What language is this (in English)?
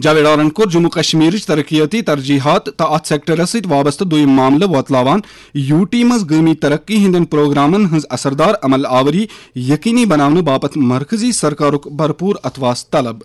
Kashmiri